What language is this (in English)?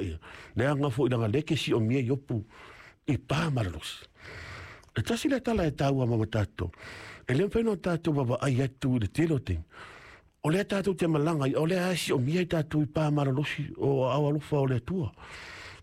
Samoan